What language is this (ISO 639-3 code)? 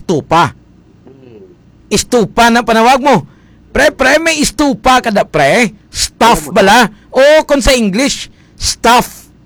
hil